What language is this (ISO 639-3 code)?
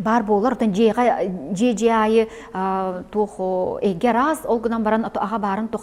sah